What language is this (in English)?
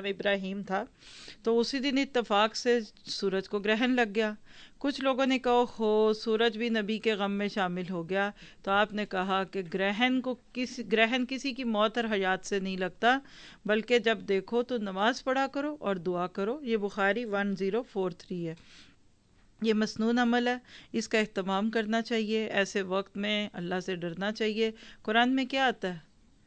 Urdu